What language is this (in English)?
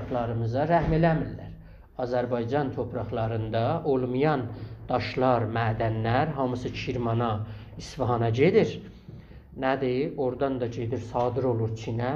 South Azerbaijani